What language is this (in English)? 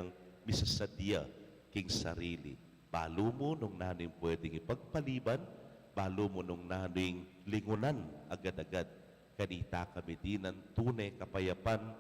Pampanga